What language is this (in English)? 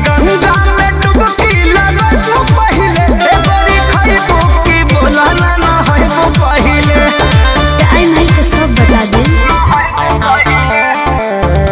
Bhojpuri